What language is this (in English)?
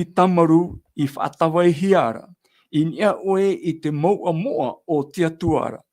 Tahitian